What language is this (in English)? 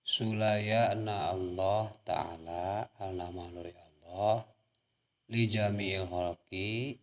Sundanese